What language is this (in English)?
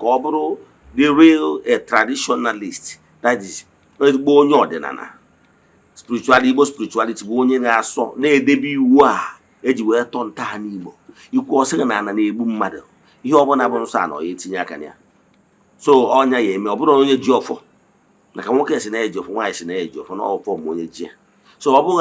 Igbo